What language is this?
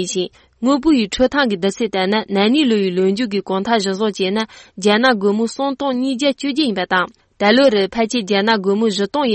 Tibetan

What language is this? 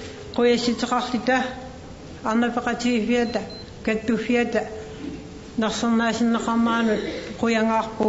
Kalaallisut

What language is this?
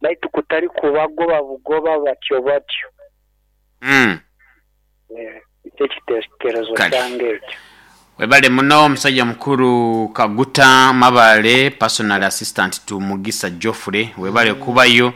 Nyoro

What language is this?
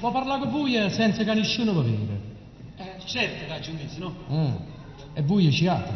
Neapolitan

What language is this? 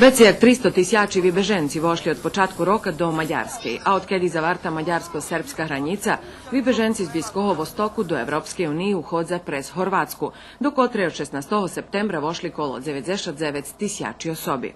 Rusyn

